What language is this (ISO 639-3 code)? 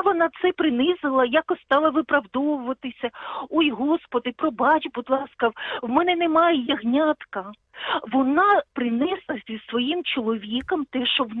ukr